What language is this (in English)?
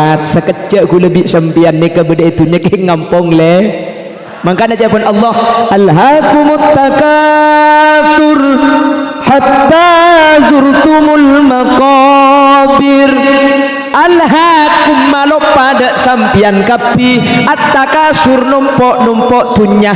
Madurese